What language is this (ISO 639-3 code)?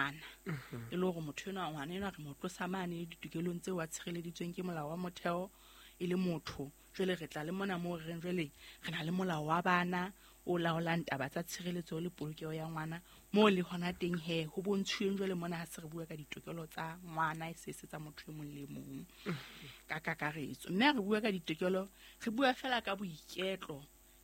sot